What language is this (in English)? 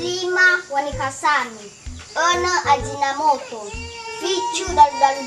Nias